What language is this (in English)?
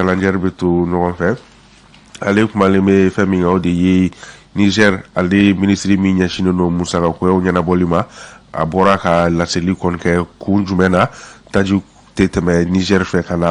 Bambara